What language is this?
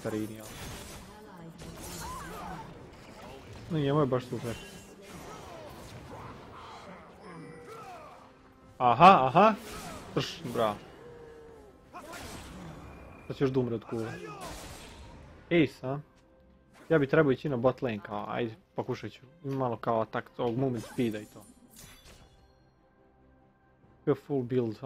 Croatian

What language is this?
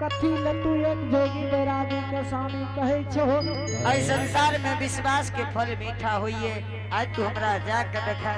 Angika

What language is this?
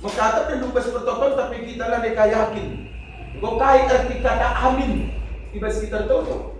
Batak Karo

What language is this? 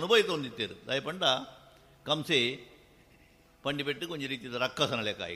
Tulu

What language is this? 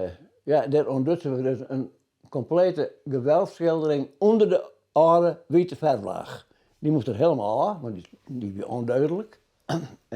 Western Frisian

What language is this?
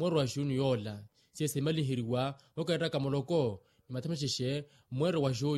Makhuwa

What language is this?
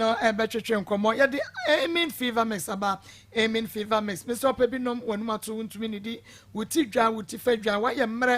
Akan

